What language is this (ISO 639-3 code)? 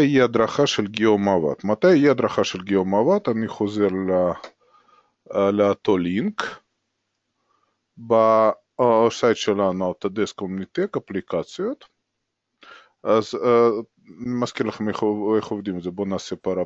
heb